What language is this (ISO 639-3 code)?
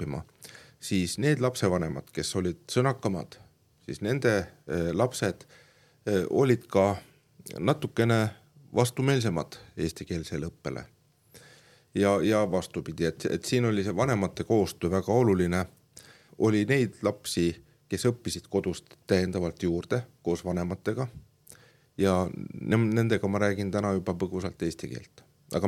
est